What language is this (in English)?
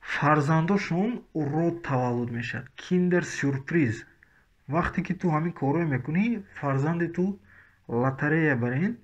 Tajik